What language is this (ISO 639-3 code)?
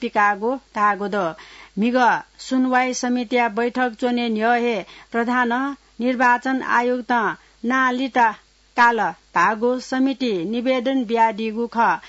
new